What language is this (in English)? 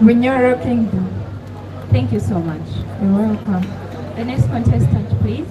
Soga